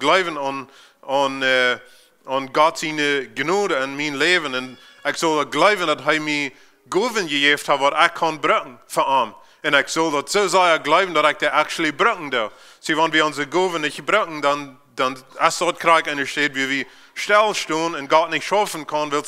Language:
Plautdietsch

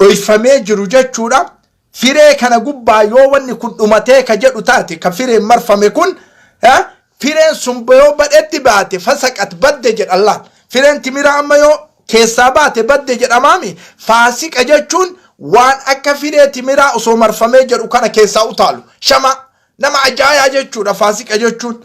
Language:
Oromo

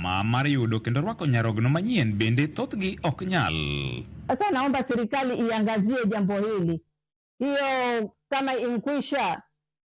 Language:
Luo (Kenya and Tanzania)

